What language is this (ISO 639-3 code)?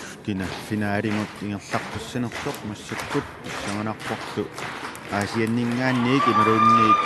kal